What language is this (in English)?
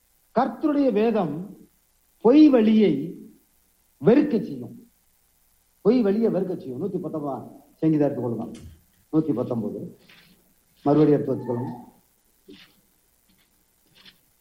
Tamil